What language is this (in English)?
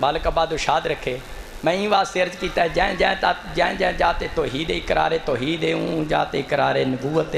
Saraiki